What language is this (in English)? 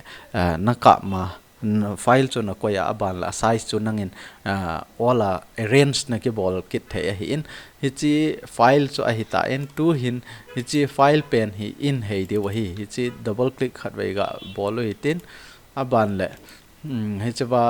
Thado Chin